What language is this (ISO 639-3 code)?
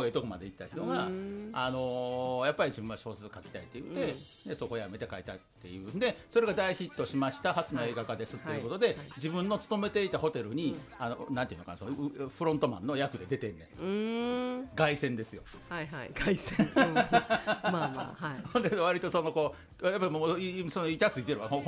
jpn